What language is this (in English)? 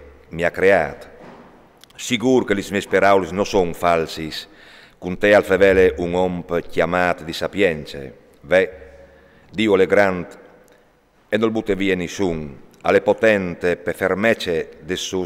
Friulian